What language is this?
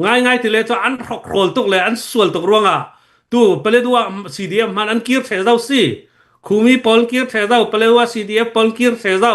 Hakha Chin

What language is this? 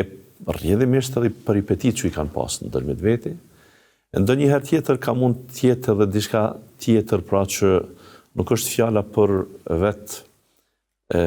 Albanian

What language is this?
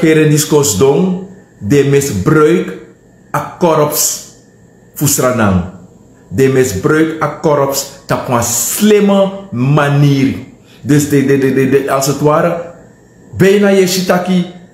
Sranan Tongo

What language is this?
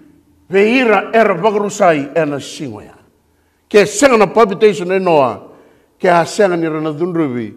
Fijian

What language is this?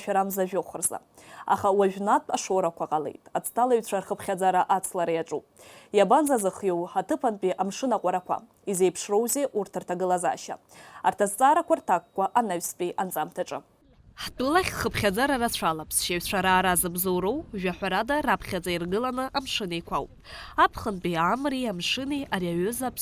Abkhazian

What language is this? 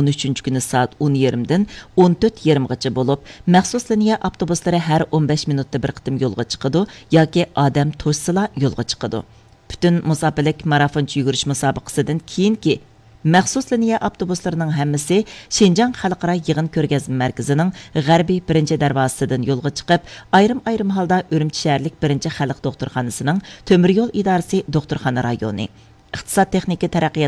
Uyghur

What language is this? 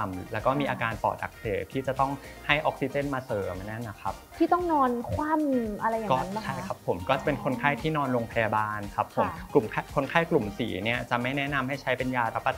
Thai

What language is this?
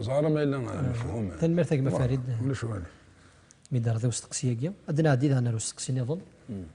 Kabyle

